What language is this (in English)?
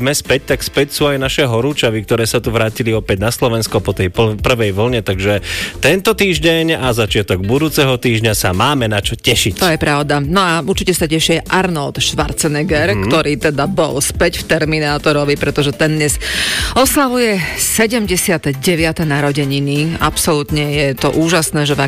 Slovak